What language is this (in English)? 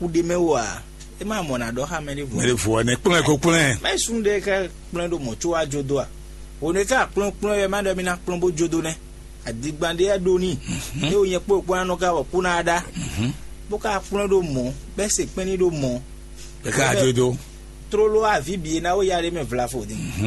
Fon